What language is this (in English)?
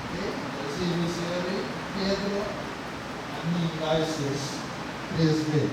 Papiamento